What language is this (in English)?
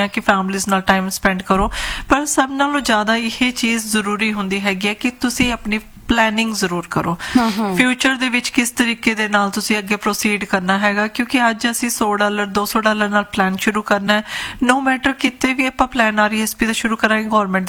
Punjabi